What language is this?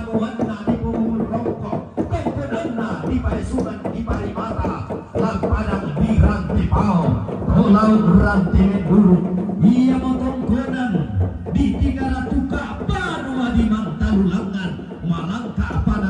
Toraja-Sa'dan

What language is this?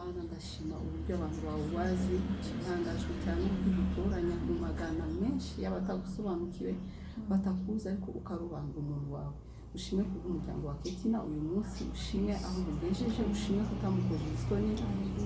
Kinyarwanda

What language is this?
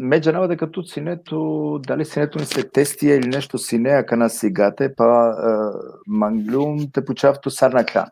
Balkan Romani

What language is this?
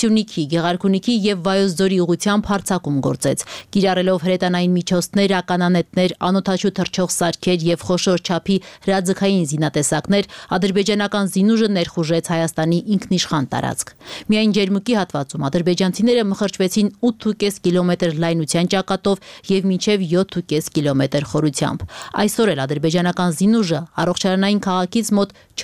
Armenian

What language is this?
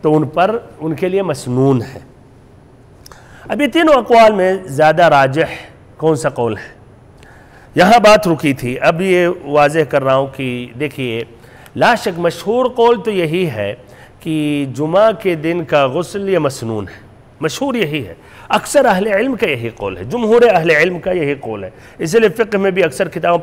Urdu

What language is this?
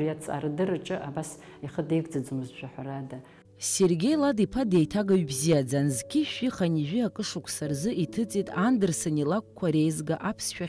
Abkhazian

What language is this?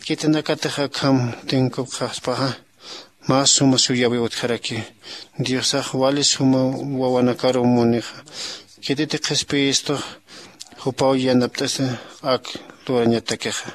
Aymara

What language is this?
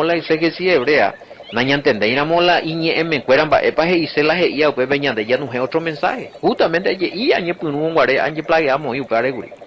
Guarani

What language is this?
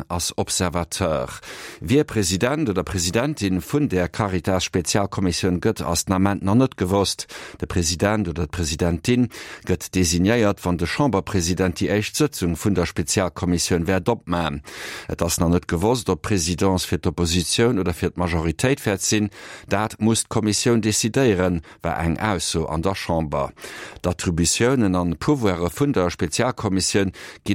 Luxembourgish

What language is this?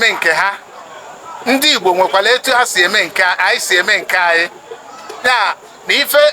Igbo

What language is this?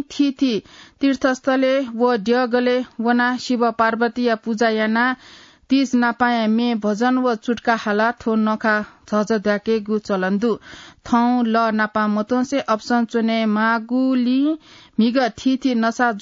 Newari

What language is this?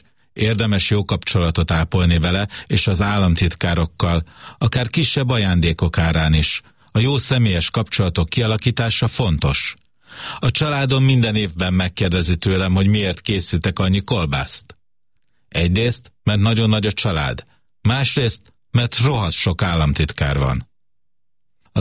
Hungarian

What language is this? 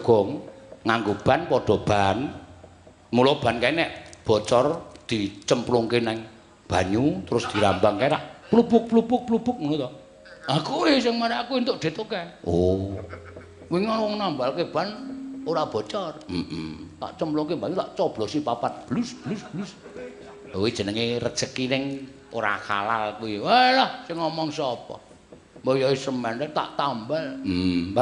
Javanese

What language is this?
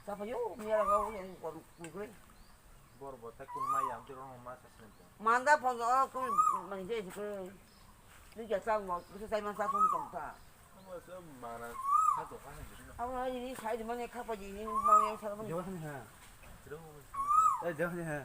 Kok Borok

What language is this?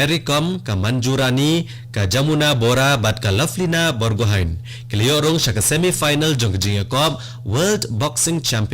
Khasi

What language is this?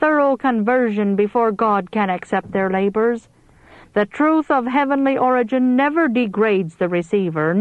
English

